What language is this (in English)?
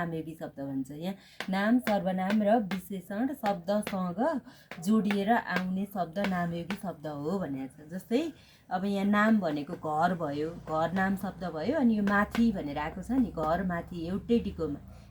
Nepali